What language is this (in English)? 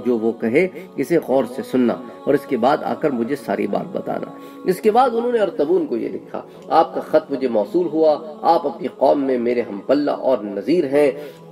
Urdu